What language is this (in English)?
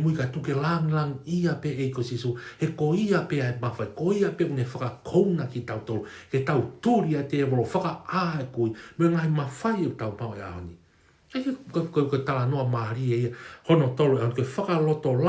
Tongan